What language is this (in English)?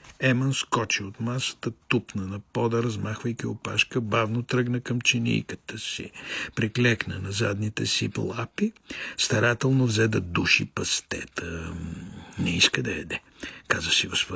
Bulgarian